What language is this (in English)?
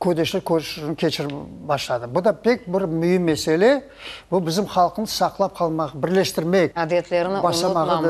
Crimean Tatar